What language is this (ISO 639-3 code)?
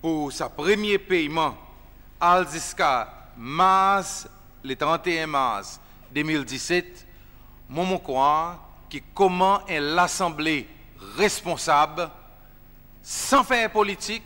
crs